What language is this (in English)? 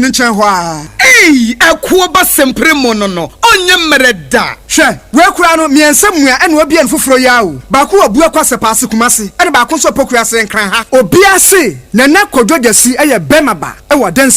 Akan